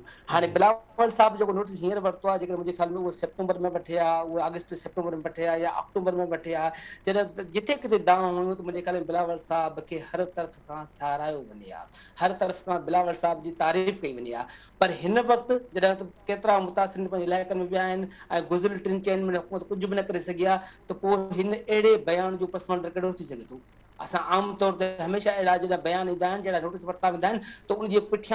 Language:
Sindhi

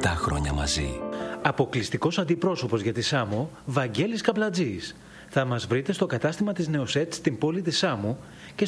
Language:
Greek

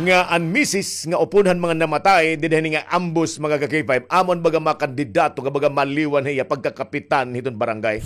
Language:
Waray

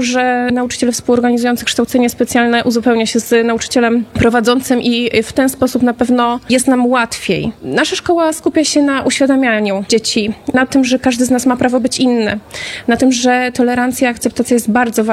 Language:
Polish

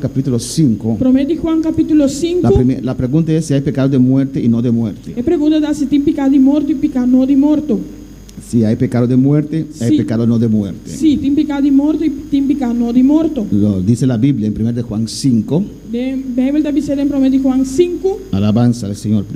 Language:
Papiamento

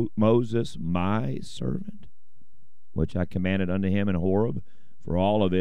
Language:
English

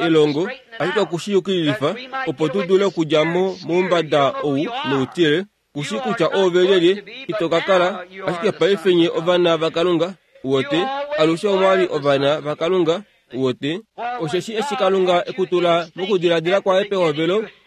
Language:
Kuanyama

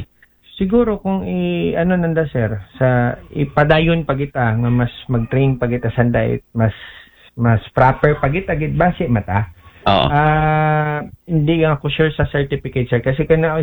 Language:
Aklanon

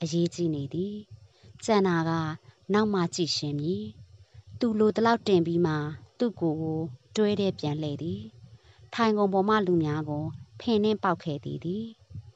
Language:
Burmese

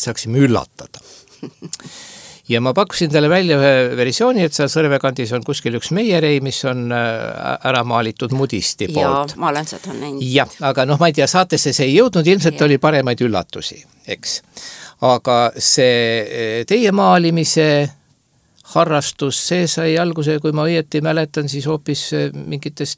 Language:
Estonian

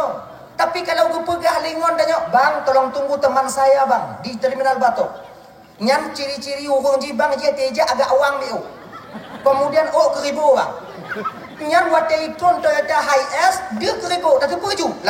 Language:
Achinese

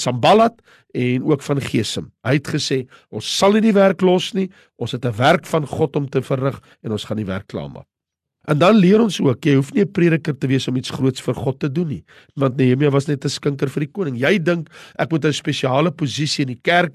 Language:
Afrikaans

